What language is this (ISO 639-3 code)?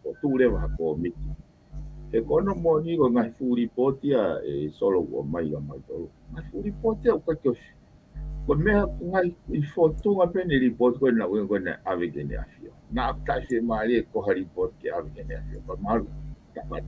ton